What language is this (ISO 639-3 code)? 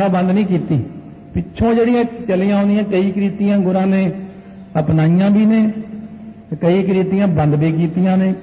pan